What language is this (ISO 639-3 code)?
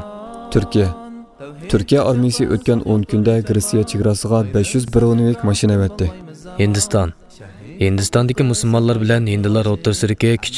uig